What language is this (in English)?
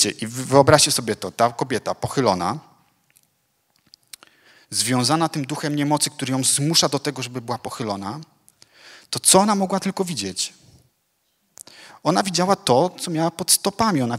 Polish